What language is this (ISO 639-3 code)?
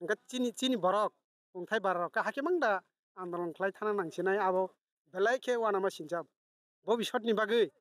trp